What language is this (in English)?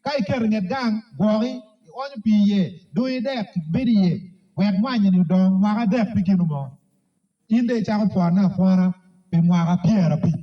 Acoli